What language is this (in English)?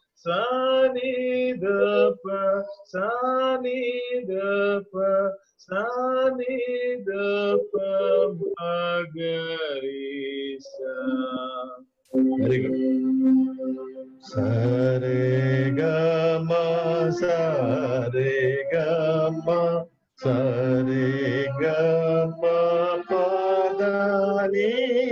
Telugu